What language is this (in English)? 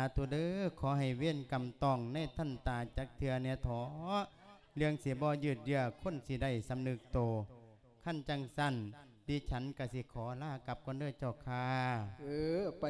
Lao